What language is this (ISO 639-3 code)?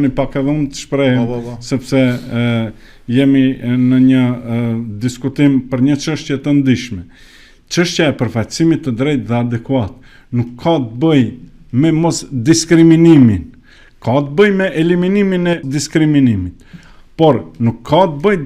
sqi